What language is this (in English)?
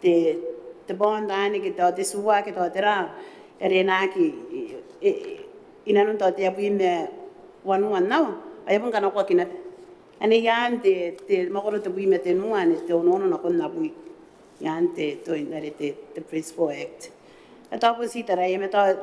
Gilbertese